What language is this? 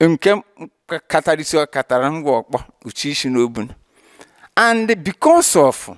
Igbo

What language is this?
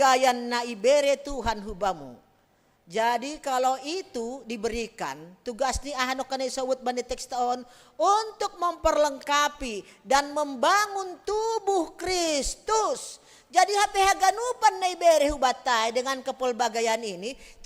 Batak Simalungun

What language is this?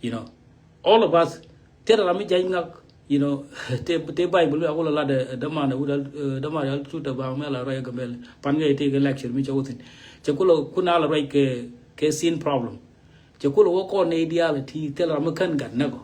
Nuer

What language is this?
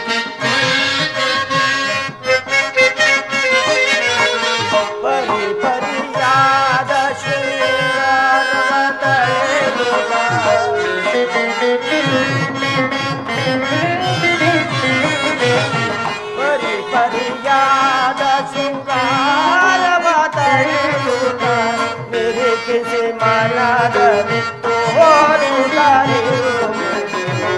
Kannada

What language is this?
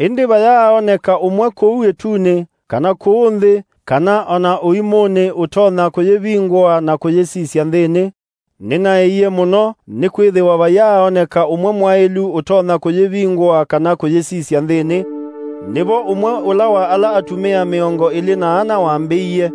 Kamba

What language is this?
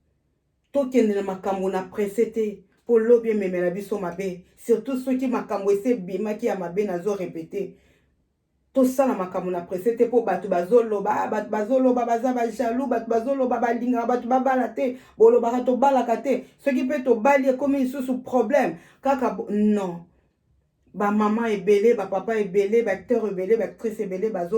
Lingala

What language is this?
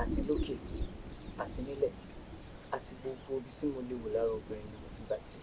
Yoruba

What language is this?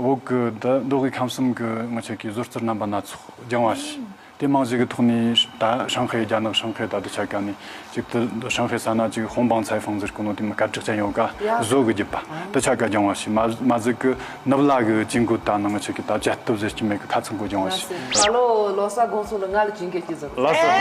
Tibetan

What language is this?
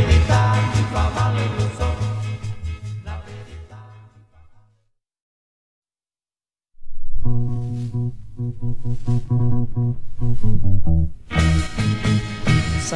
Italian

